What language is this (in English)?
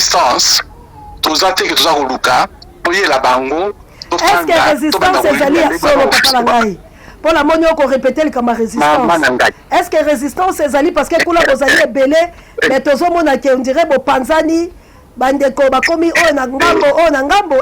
Lingala